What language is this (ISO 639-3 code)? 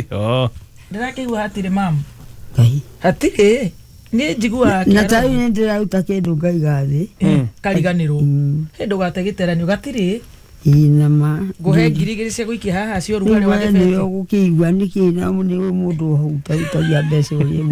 kik